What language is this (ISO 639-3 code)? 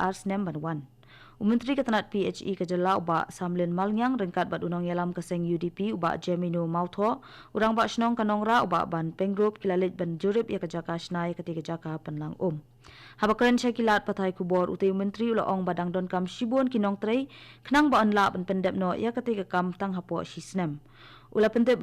kha